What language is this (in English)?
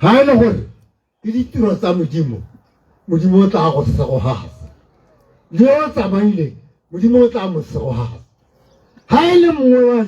Tswana